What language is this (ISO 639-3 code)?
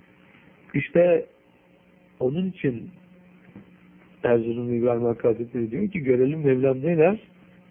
tur